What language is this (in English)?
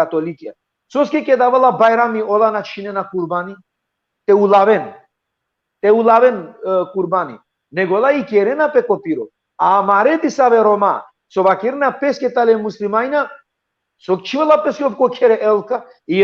Balkan Romani